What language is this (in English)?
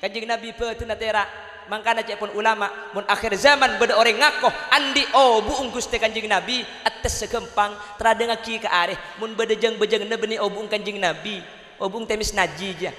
Madurese